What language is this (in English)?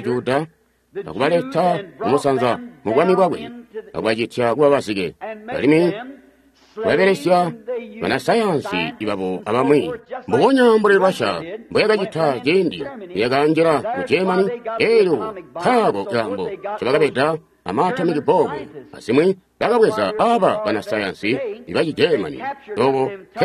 Tonga (Zambia)